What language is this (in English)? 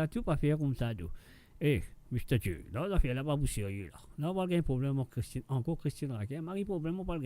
Morisyen